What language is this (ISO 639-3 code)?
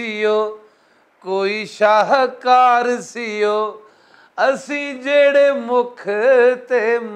lah